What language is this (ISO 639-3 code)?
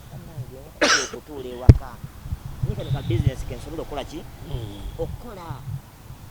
lug